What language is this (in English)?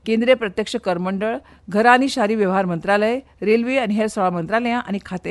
Konkani